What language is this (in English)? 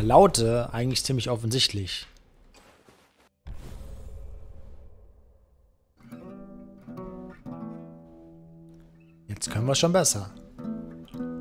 German